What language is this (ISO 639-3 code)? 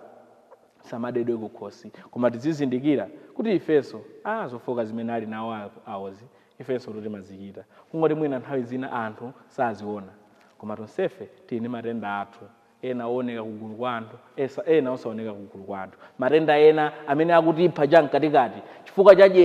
nya